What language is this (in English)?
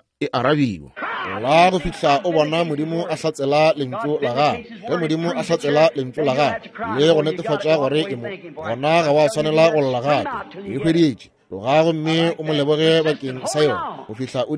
Northern Sotho